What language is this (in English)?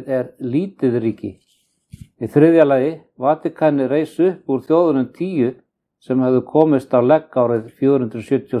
Icelandic